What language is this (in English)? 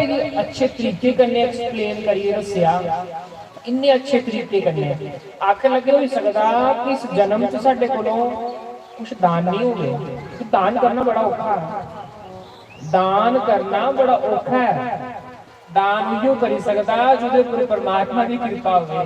Dogri